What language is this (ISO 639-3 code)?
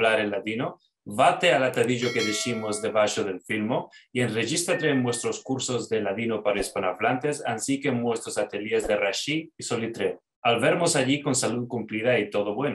lad